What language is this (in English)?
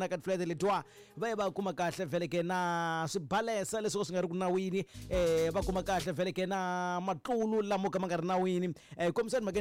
Tsonga